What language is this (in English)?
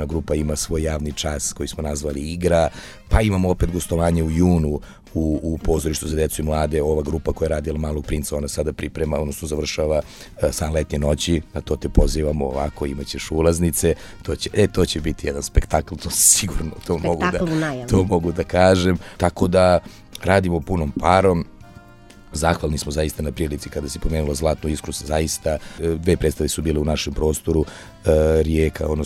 Serbian